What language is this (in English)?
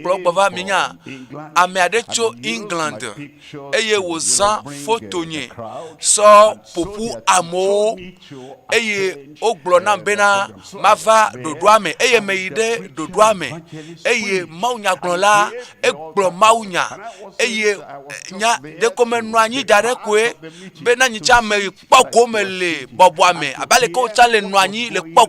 Ewe